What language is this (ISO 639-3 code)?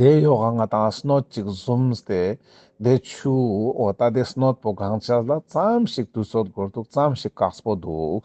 lbj